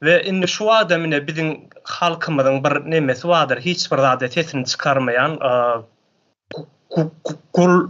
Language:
Turkmen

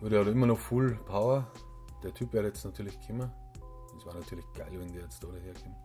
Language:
Bavarian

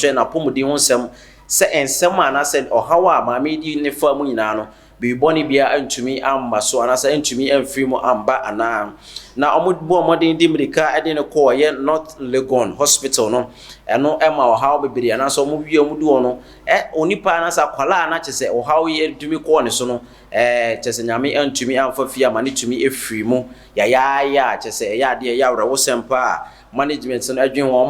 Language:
Akan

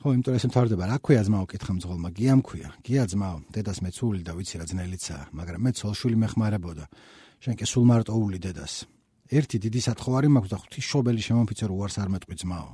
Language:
Georgian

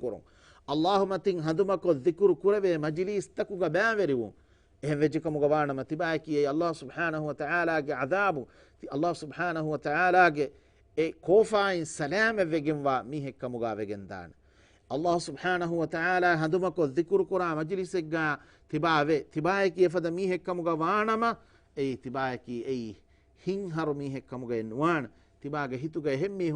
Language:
Divehi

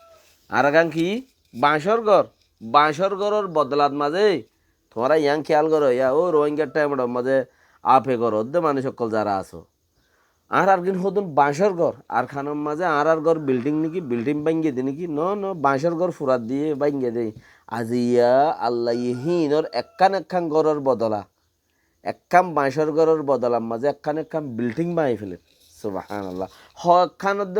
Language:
Rohingya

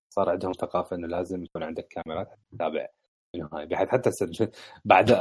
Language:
Mesopotamian Arabic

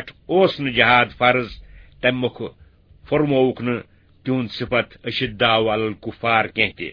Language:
Kashmiri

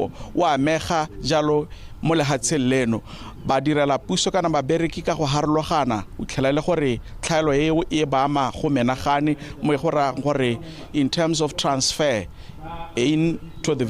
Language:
Tswana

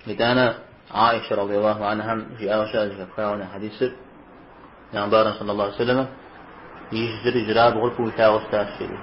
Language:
Kabardian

